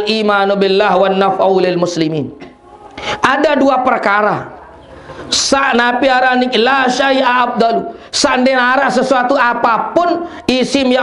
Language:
Sasak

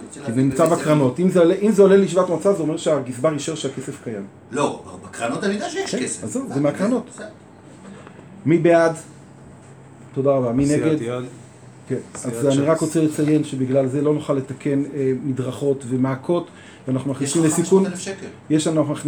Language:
Hebrew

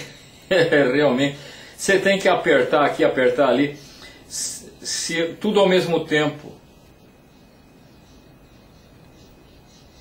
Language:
Portuguese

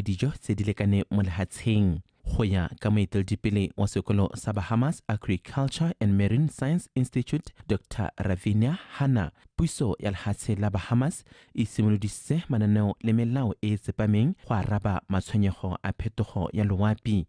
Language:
Tswana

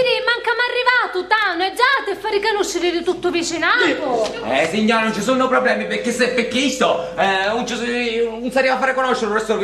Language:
Sicilian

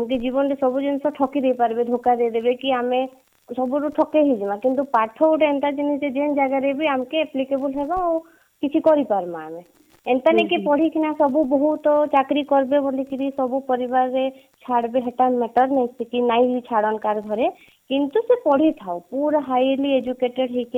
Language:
Odia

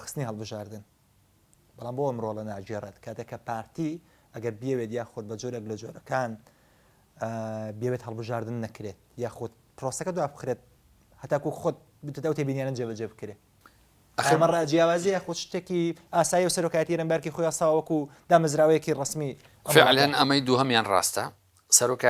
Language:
Central Kurdish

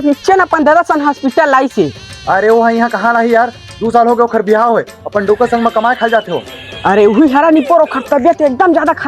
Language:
Chhattisgarhi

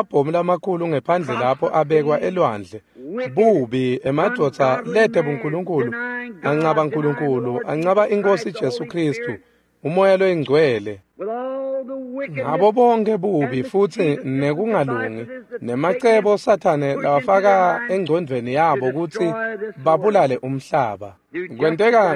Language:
Swati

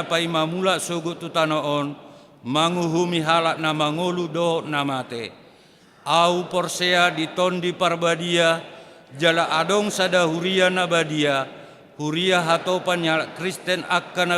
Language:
Batak Toba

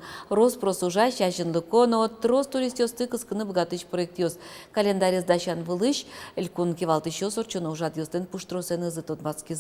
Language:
Udmurt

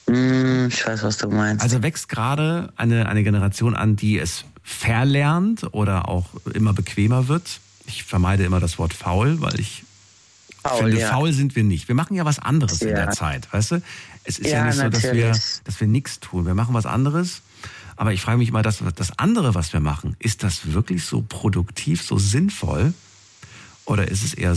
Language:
German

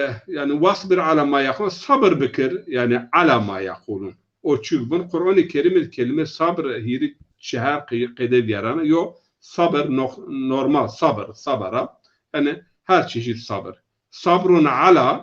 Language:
Zaza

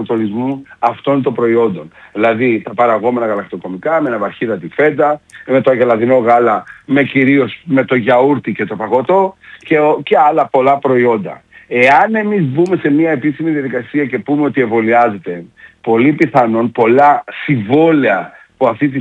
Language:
Greek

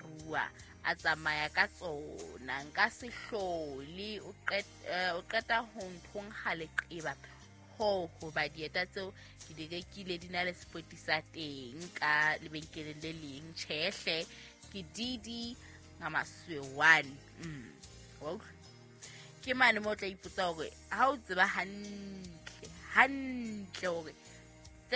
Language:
Southern Sotho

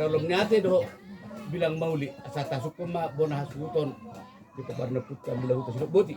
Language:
Batak Toba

